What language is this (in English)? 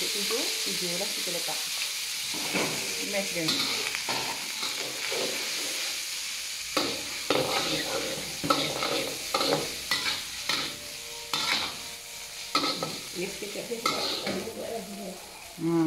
Malay